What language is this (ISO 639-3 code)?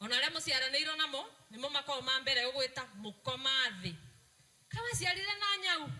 kik